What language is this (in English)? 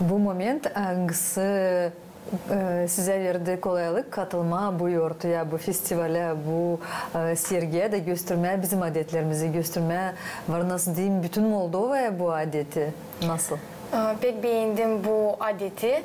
Gagauz